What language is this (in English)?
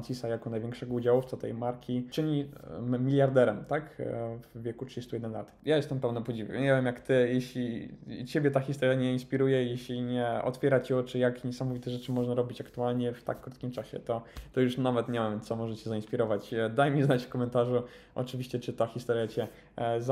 Polish